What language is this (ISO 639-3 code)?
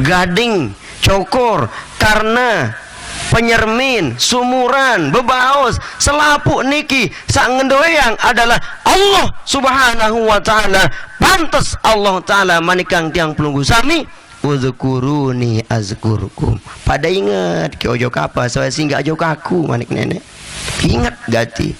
sas